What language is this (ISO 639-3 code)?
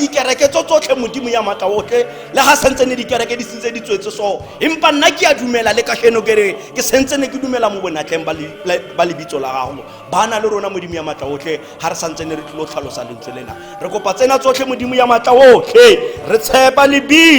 tsn